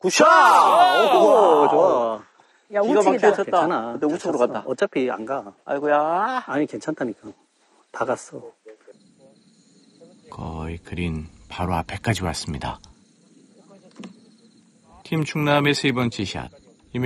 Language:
Korean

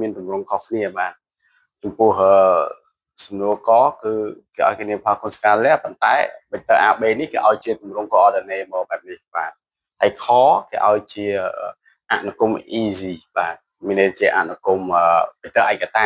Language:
Khmer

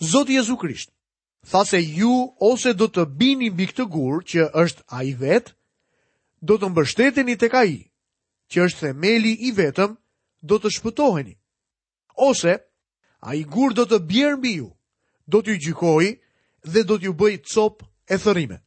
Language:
Albanian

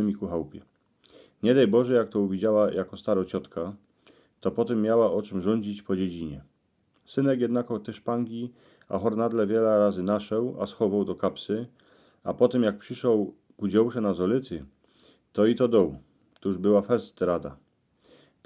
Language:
Silesian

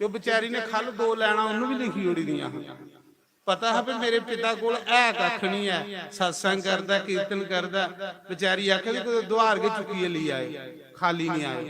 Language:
Dogri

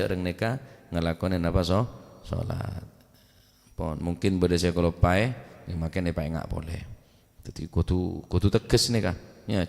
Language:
Madurese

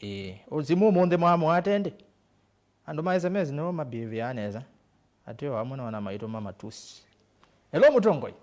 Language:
Kamba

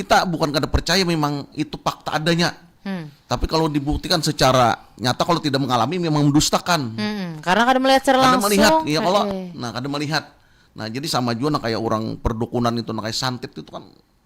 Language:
Banjar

